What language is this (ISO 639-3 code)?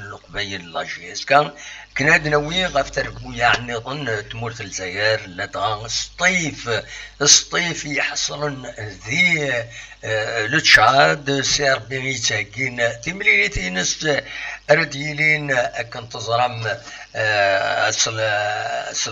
kab